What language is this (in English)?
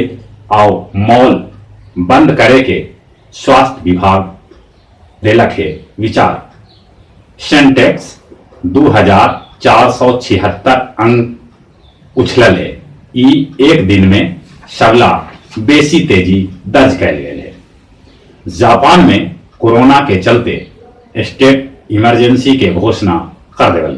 Magahi